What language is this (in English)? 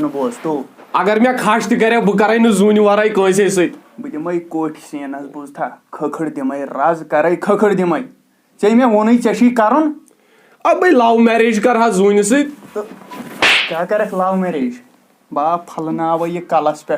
Kashmiri